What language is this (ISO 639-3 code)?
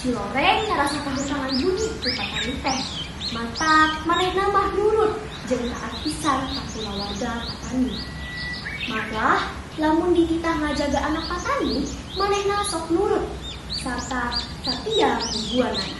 sun